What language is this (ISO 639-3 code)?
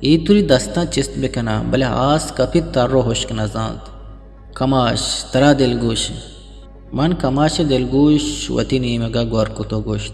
bgp